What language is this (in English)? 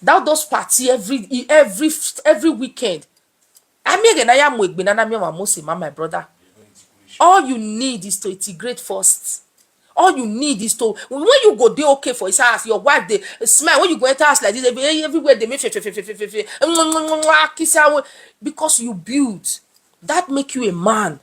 Nigerian Pidgin